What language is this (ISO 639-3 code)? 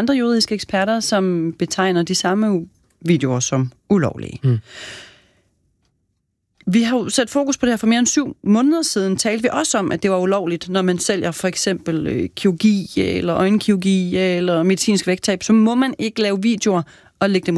dan